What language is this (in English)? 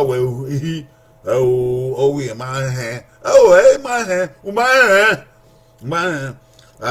Bini